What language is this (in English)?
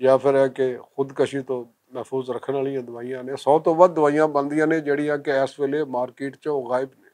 Western Panjabi